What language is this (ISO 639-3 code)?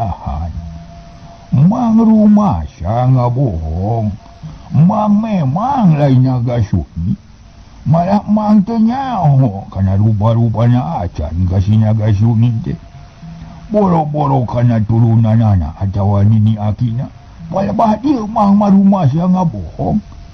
sun